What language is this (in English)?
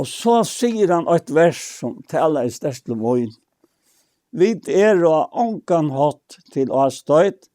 Faroese